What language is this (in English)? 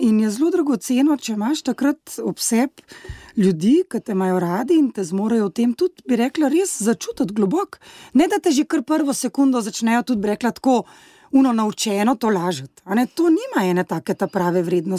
Slovenian